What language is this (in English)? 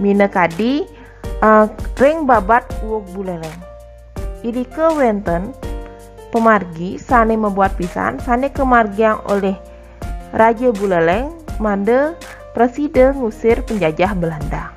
Balinese